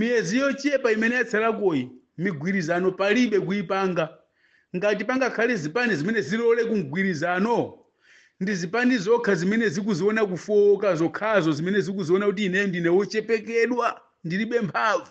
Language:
Nyanja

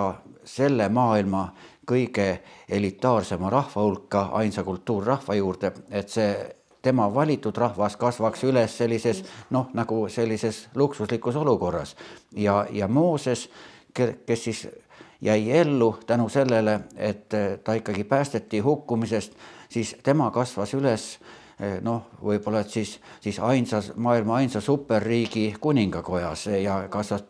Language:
Estonian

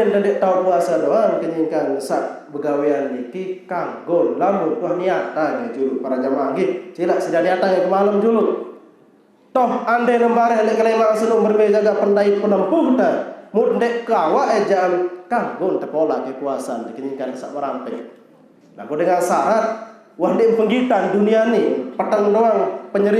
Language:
Sasak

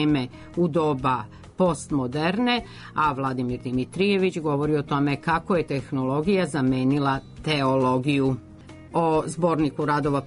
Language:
Serbian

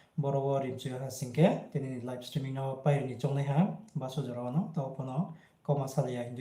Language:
Riang (India)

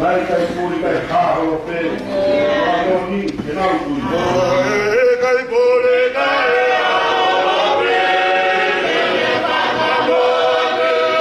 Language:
Tongan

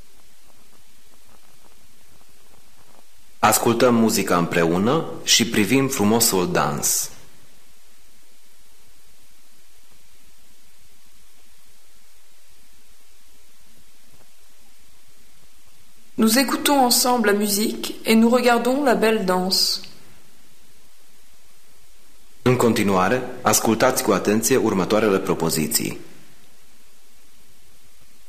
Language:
Romanian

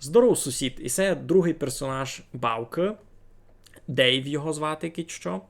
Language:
Rusyn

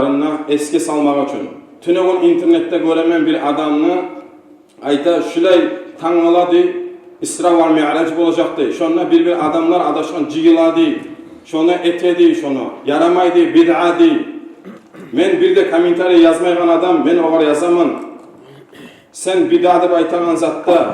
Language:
Kumyk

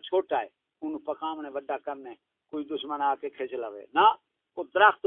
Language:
Saraiki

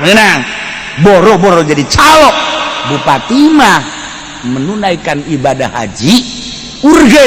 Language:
Sundanese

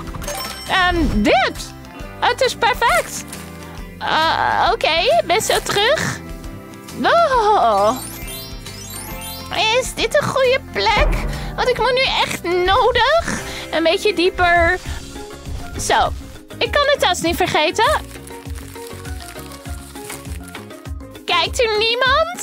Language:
Dutch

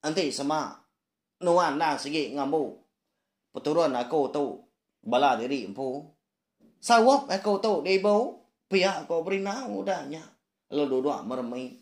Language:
Iban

